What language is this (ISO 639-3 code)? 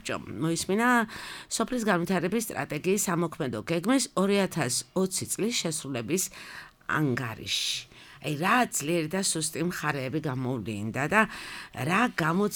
kat